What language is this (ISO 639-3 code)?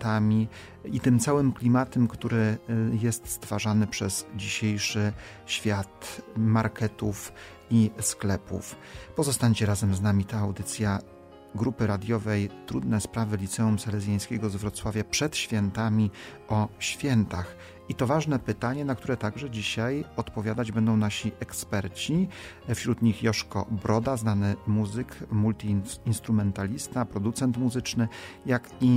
pol